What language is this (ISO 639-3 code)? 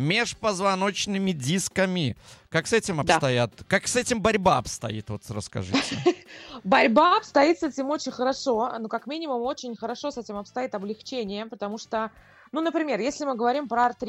rus